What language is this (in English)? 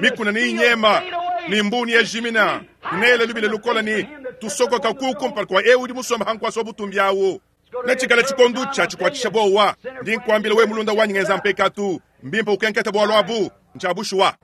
Luba-Lulua